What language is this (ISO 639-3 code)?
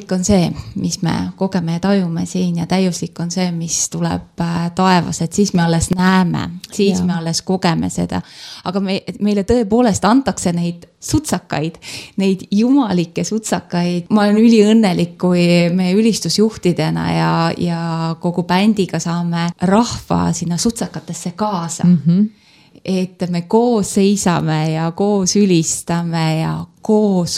est